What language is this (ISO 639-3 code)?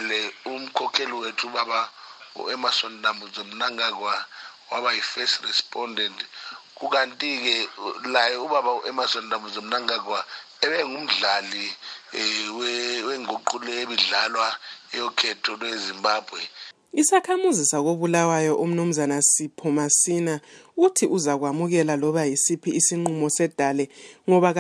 nde